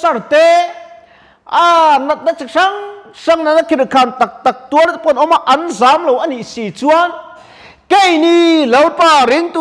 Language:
Mizo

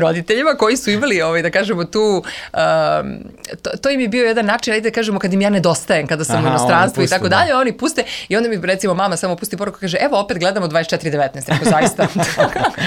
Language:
Serbian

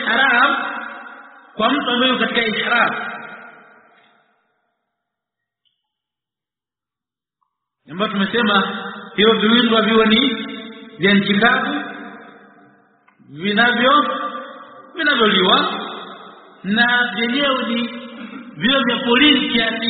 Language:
Swahili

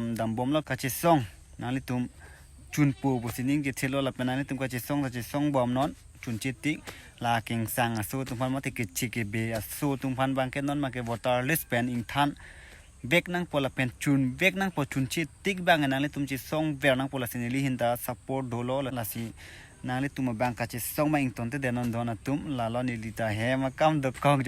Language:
Karbi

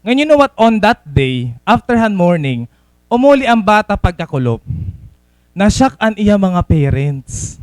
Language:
Waray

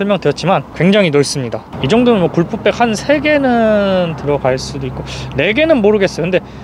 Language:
Korean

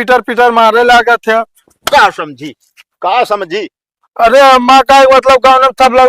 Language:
Awadhi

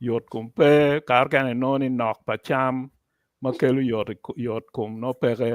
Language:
Acoli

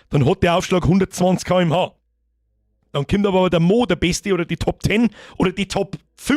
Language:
Bavarian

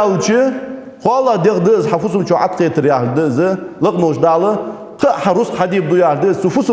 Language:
Ingush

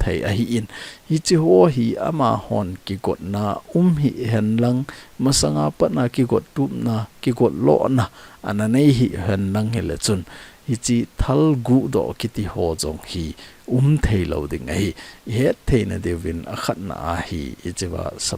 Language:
Thado Chin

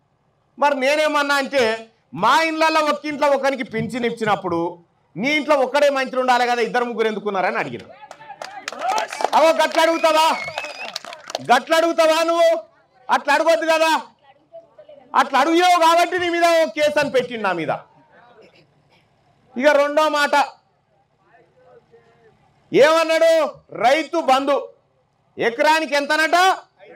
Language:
Telugu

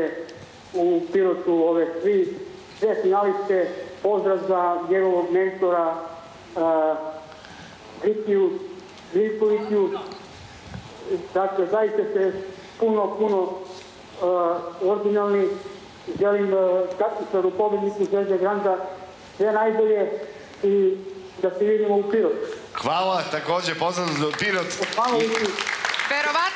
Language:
Serbian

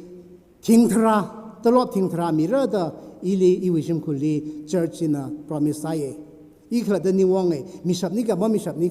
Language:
Tangkhul Naga (India)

